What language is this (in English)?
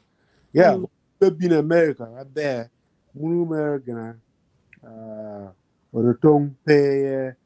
Acoli